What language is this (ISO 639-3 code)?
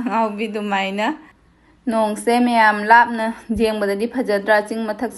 mni